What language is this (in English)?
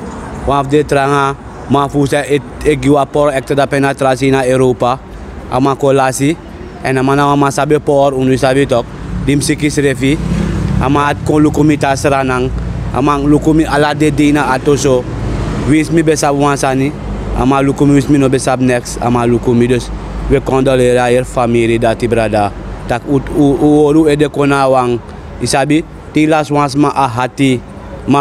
Sranan Tongo